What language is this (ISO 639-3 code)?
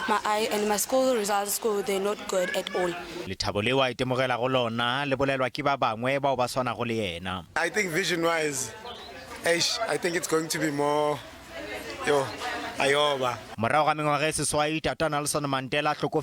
nso